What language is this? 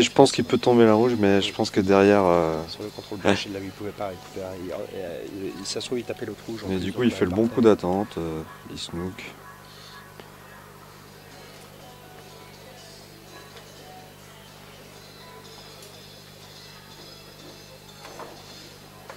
French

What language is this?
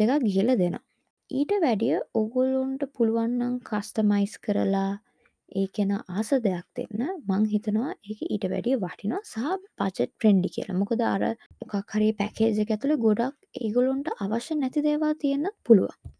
Sinhala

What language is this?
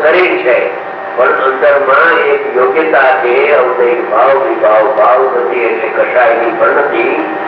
Gujarati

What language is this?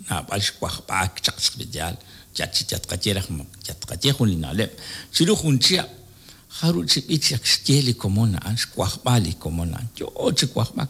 Kekchí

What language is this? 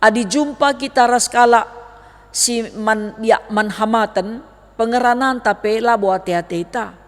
Batak Karo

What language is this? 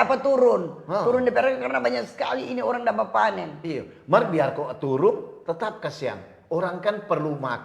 Manado Malay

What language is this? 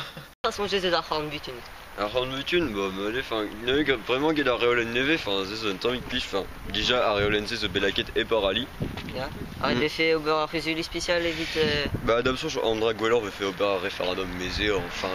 Breton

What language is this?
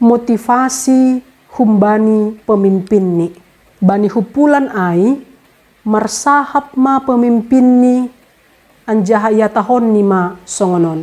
Batak Simalungun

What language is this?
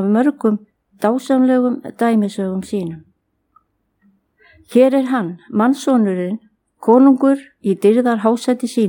Icelandic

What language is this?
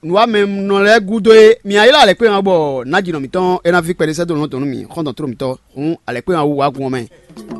Fon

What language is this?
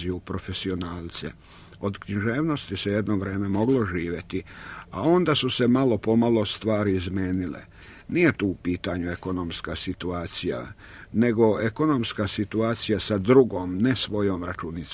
Serbian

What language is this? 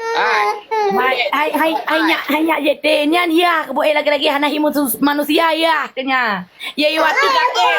Achinese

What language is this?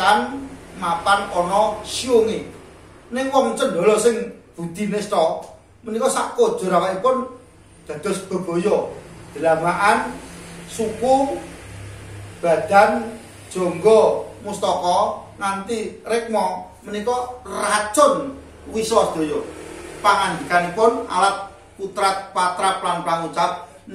Javanese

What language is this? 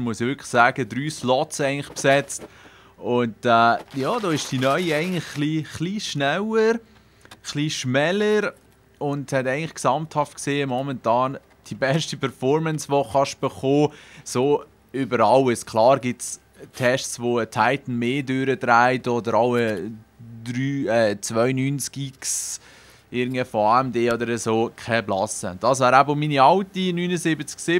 Swiss German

